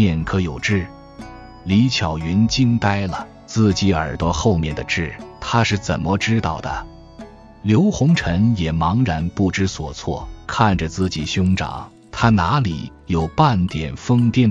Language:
Chinese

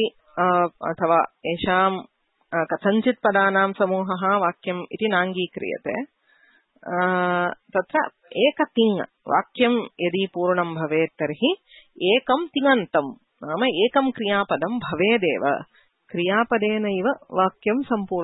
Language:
Sanskrit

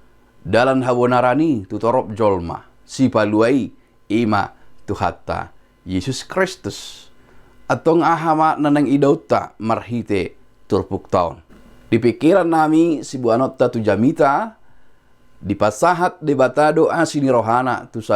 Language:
Batak Toba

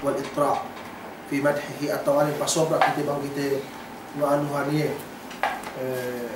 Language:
Yakan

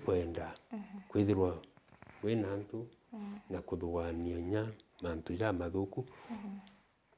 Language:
Meru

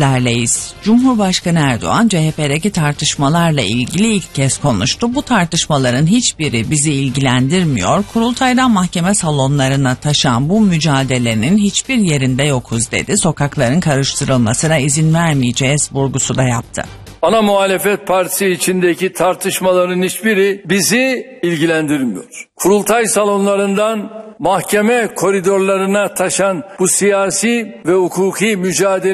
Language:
Turkish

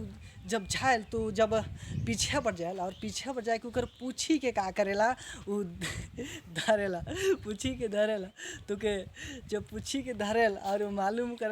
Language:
Sadri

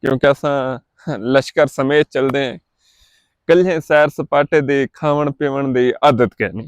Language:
Saraiki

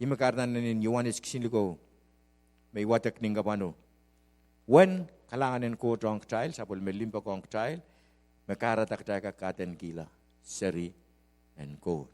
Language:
Pohnpeian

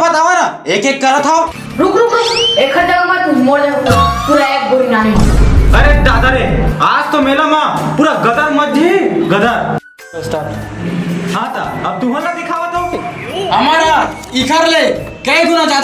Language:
Chhattisgarhi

